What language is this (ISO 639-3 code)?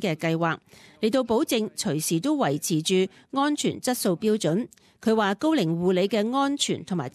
yue